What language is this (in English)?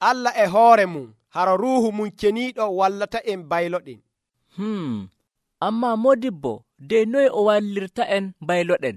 Nigerian Fulfulde